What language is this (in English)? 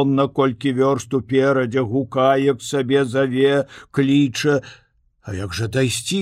Belarusian